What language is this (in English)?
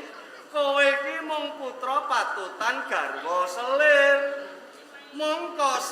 Javanese